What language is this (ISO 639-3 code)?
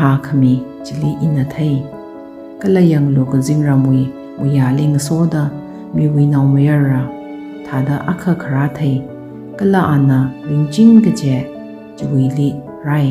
nmf